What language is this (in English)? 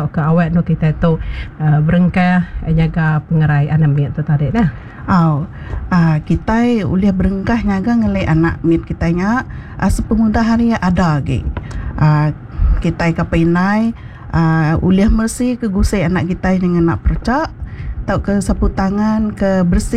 Iban